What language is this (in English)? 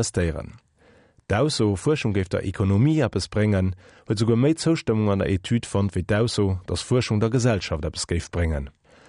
Luxembourgish